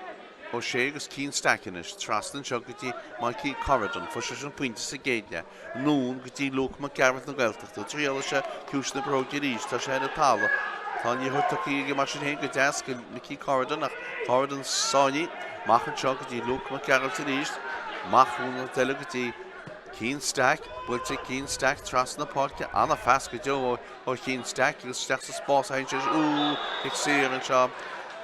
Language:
Irish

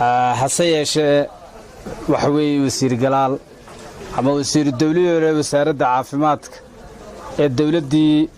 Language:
Somali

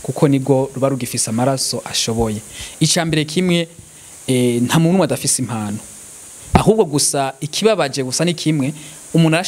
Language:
Rundi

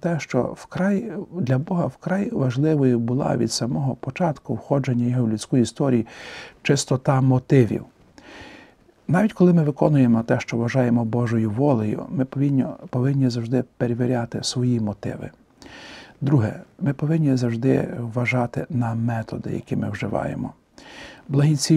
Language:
Ukrainian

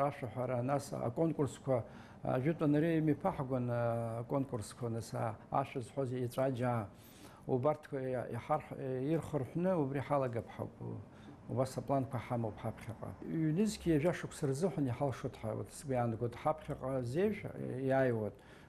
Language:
Abkhazian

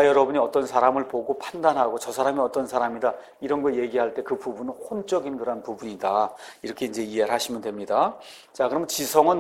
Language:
Korean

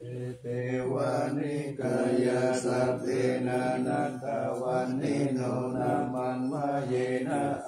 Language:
Pali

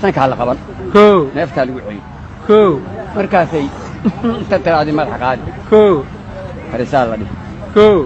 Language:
Somali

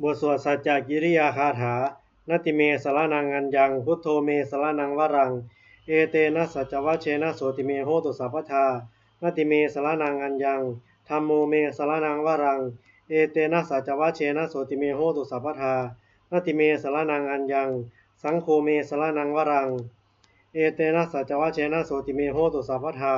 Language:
Pali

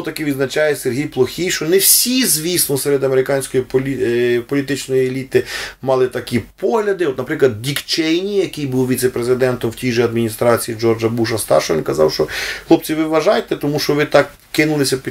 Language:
Ukrainian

